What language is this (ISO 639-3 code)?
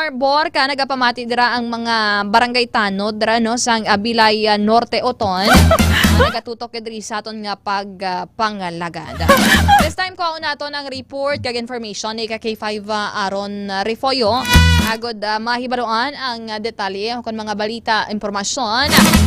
hil